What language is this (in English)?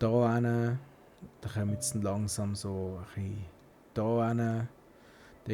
Swiss German